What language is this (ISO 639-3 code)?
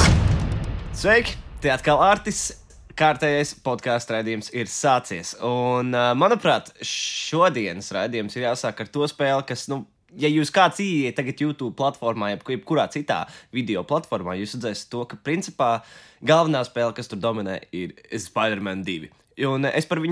lav